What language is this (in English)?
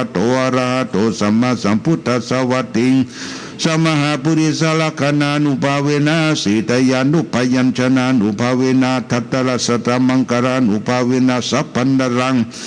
Pali